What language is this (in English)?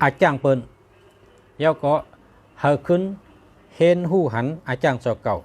Shan